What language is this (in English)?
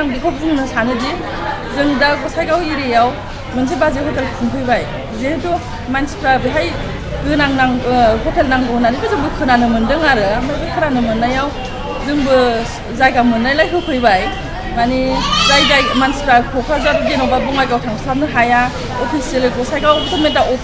Bodo